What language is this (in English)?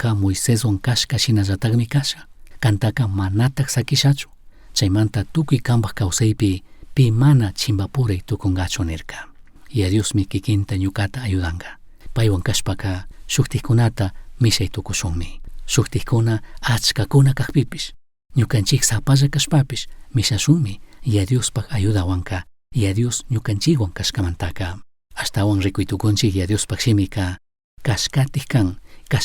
Chimborazo Highland Quichua